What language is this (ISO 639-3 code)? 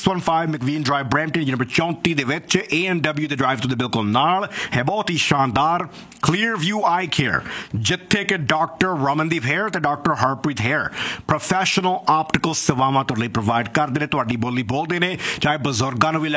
pan